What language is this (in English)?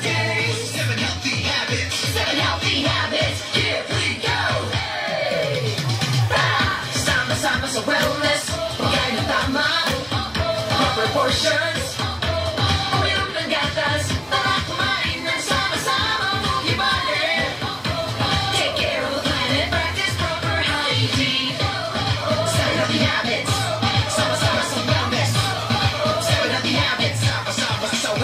Filipino